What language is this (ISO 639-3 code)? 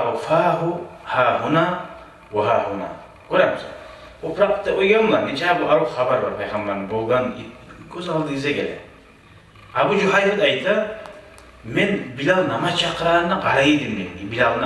kum